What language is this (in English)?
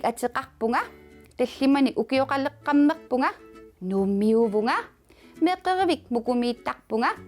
Kalaallisut